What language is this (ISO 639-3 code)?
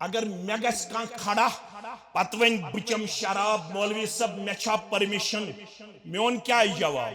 kas